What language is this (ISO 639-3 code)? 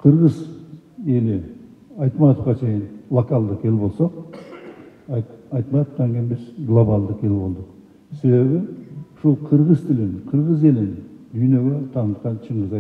kir